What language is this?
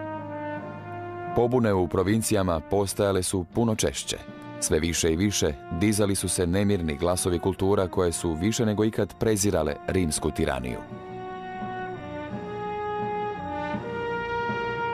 Croatian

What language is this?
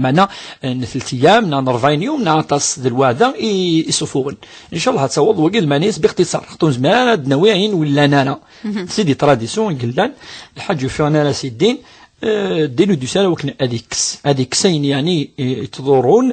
Kabyle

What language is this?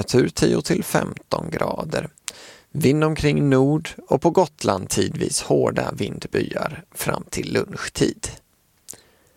Swedish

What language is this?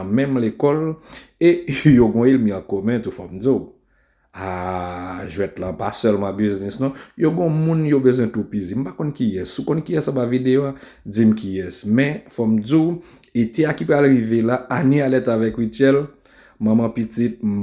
Haitian Creole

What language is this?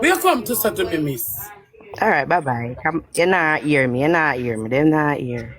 Jamaican Creole English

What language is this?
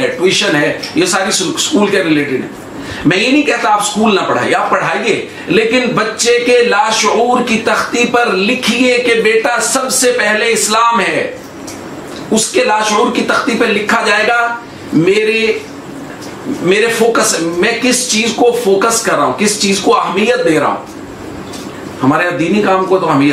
Urdu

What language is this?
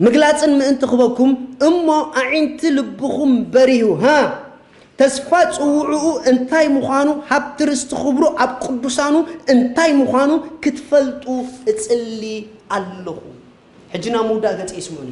Tigrinya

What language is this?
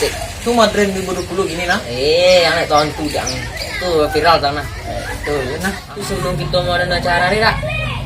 Minangkabau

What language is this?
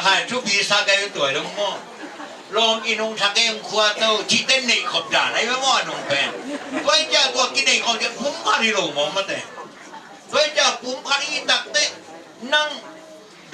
Tedim Chin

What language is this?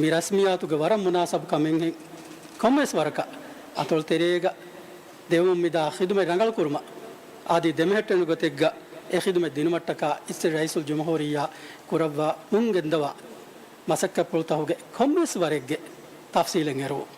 Divehi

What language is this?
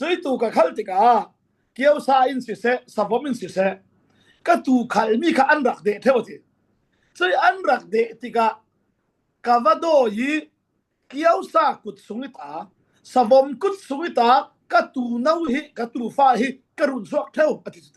Falam Chin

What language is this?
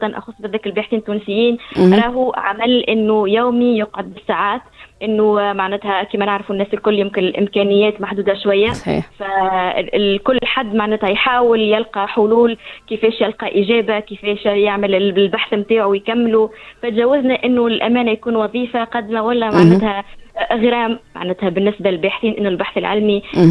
Tunisian Arabic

